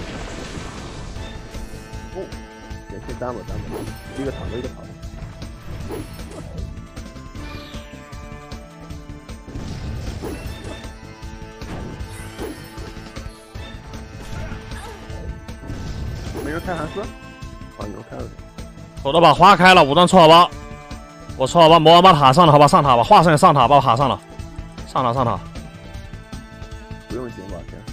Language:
Chinese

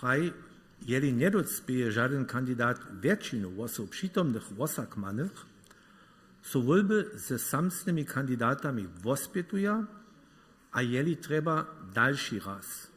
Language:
Upper Sorbian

